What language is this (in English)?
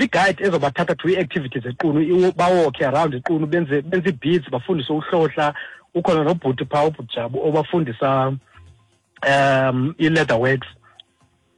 Xhosa